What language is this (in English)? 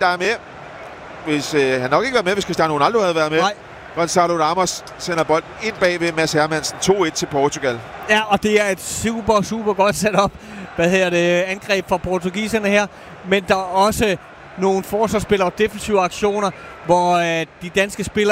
Danish